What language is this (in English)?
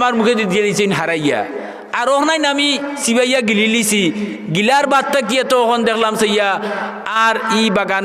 Sylheti